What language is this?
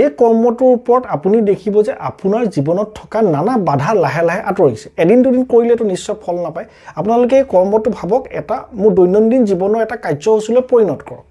Assamese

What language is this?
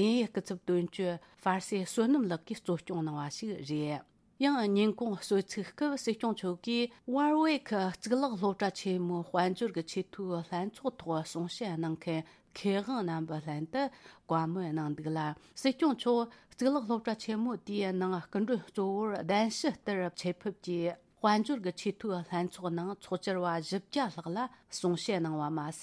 Tibetan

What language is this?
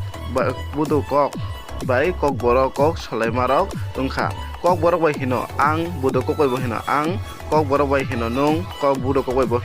Kok Borok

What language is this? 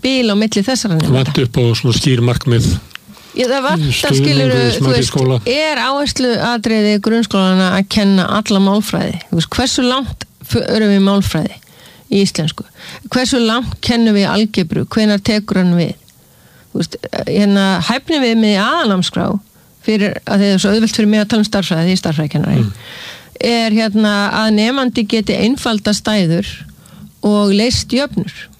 Icelandic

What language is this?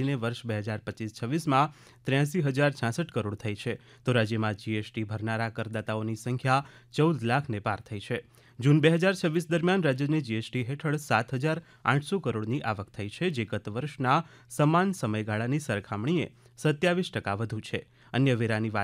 Gujarati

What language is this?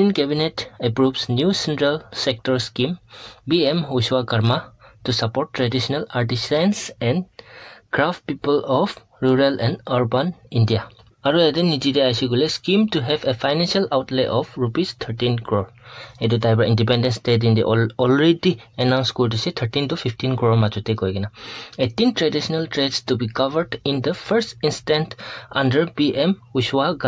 Naga Pidgin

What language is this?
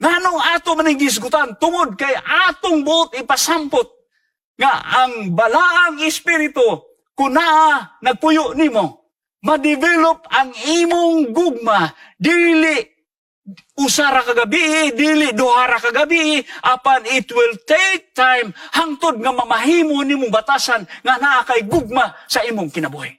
Cebuano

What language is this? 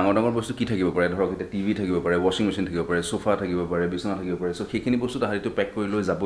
Assamese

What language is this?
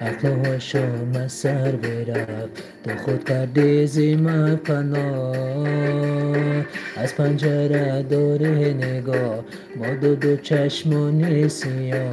Tajik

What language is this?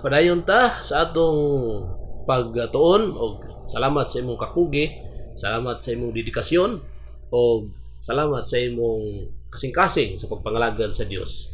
Cebuano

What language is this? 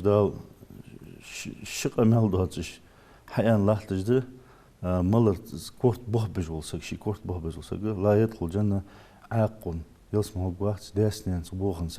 Ingush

